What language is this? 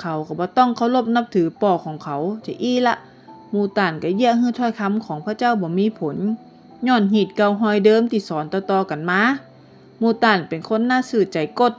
Northern Thai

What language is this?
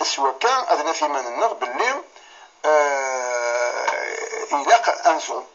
Kabyle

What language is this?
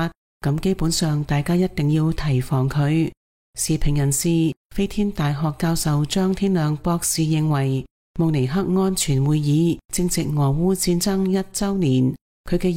Cantonese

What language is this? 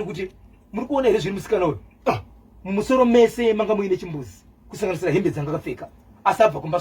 Shona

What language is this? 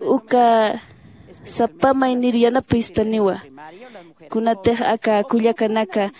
Aymara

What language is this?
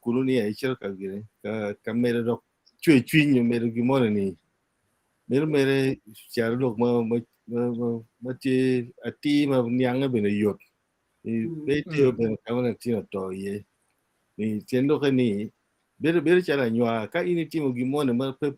Acoli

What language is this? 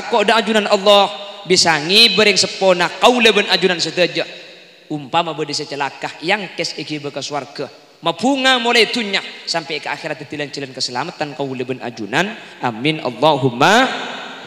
Madurese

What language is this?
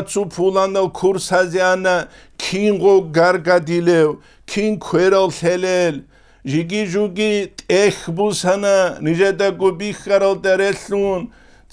Avaric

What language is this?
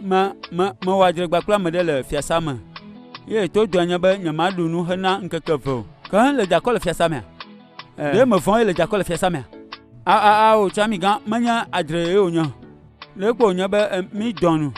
Ewe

